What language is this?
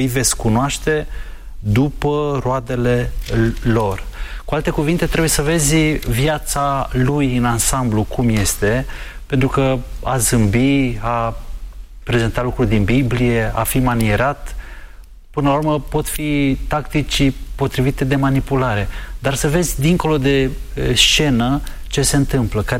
Romanian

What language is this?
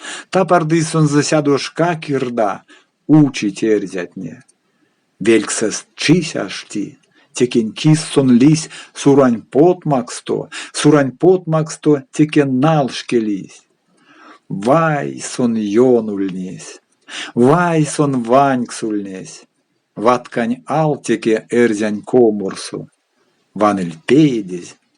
Erzya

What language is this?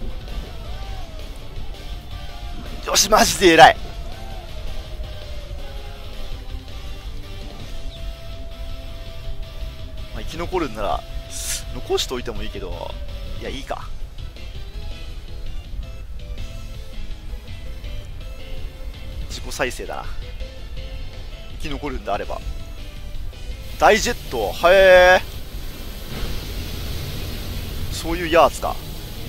Japanese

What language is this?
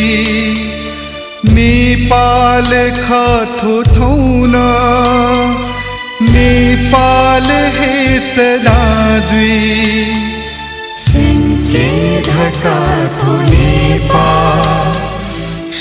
Newari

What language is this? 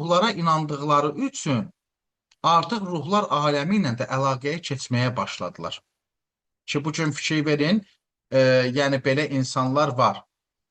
Azerbaijani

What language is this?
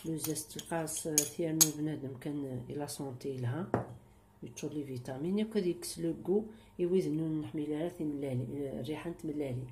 Kabyle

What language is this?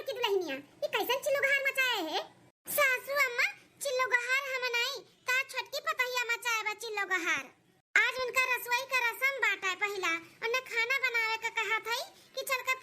Awadhi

